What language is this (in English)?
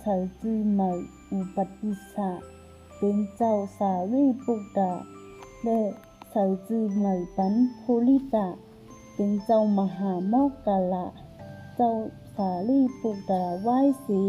Shan